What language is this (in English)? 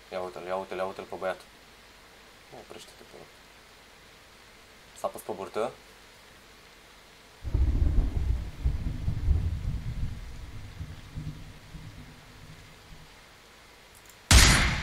Romanian